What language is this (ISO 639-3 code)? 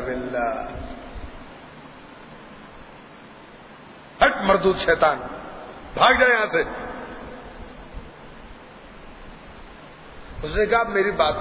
urd